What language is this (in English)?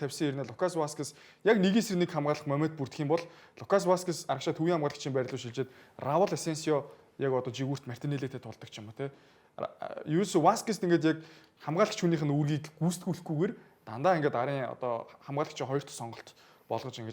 Mongolian